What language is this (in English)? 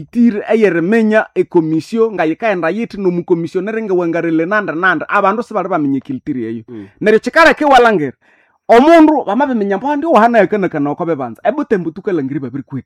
Nande